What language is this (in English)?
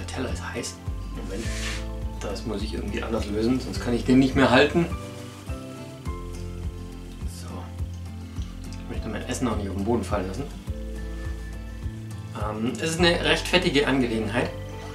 German